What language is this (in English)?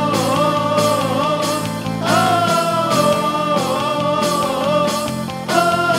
English